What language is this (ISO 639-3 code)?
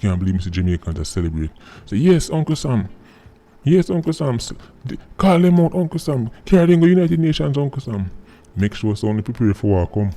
jam